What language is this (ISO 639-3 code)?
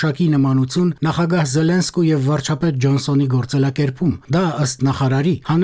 hye